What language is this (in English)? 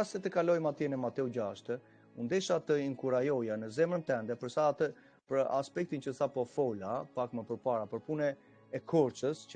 Albanian